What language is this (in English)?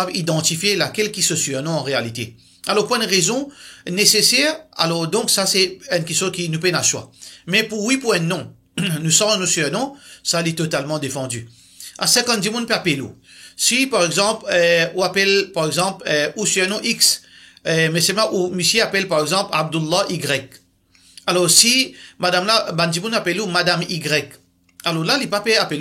Morisyen